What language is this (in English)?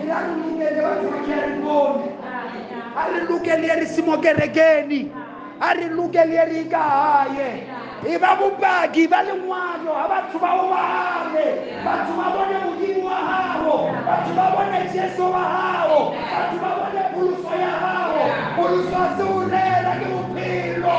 Southern Sotho